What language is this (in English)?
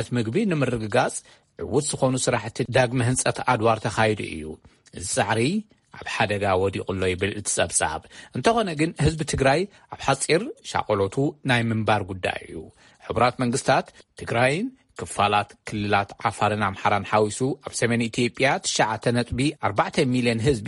Tigrinya